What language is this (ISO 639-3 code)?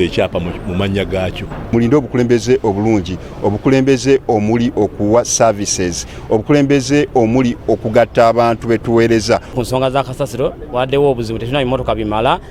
lug